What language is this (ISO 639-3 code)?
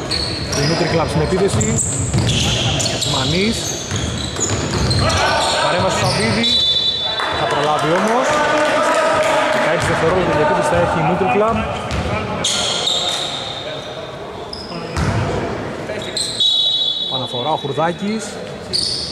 ell